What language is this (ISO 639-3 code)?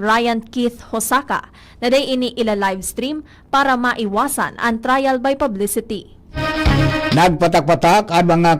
bik